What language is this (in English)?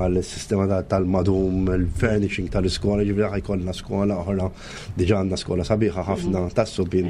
Maltese